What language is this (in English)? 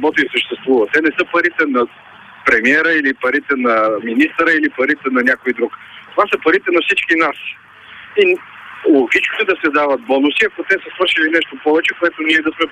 Bulgarian